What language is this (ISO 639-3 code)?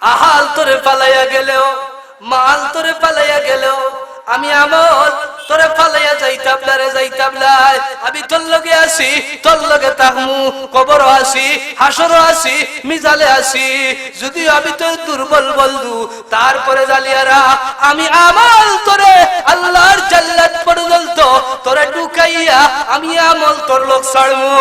syl